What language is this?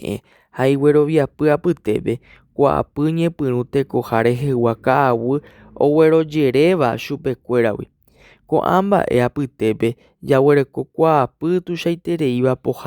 Guarani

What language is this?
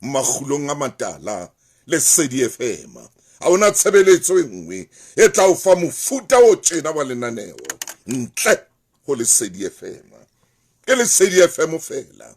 Southern Sotho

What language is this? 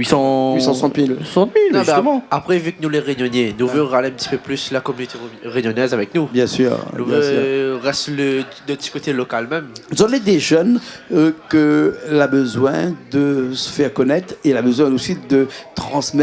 Réunion Creole French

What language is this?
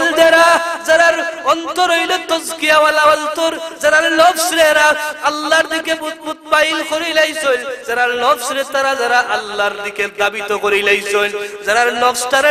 Sylheti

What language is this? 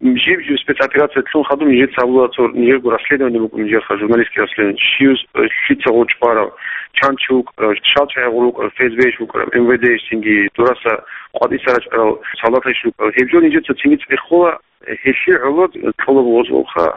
Avaric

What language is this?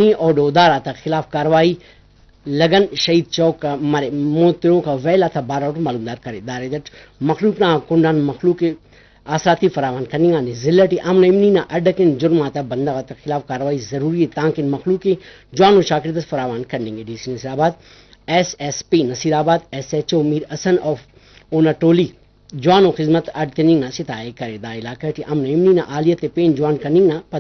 Brahui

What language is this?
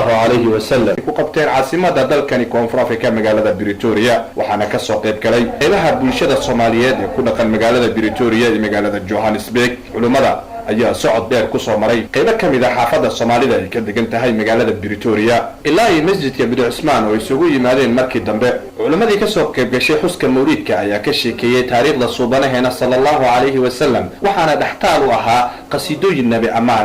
Somali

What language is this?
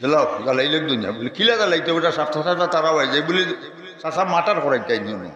Sylheti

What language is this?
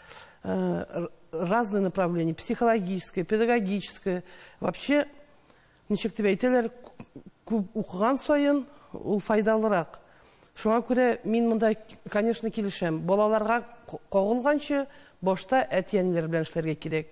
Tatar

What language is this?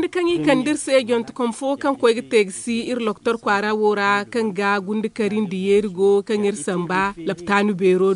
Zarma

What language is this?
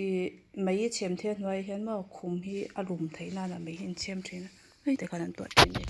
Mizo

